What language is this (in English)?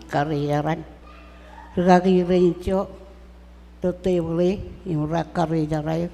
Marshallese